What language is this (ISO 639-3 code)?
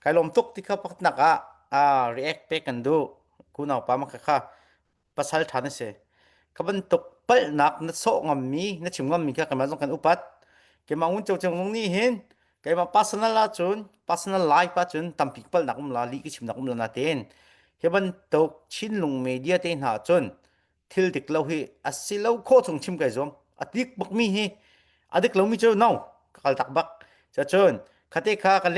cnh